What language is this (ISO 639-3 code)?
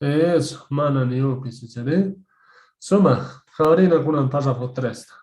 que